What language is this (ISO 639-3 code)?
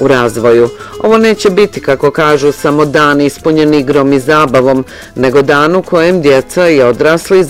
bos